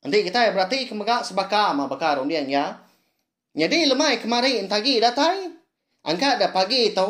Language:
Iban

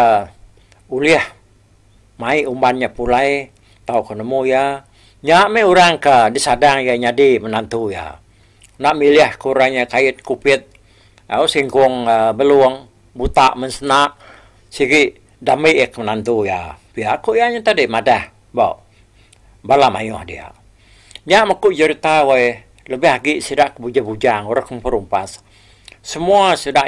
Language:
Iban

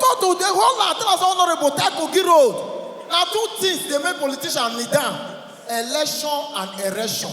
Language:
Nigerian Pidgin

